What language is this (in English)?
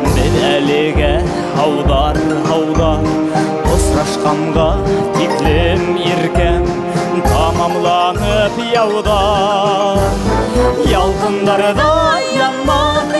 Bashkir